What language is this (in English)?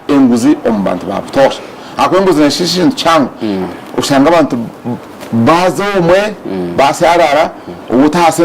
Nyankole